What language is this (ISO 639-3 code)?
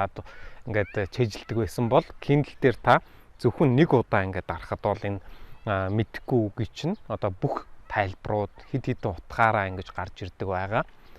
mon